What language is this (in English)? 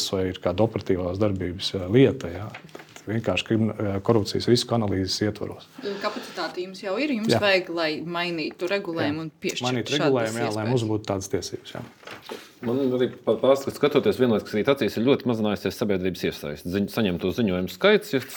Latvian